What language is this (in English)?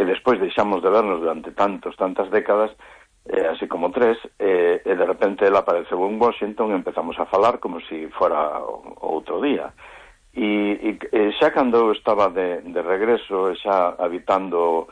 Galician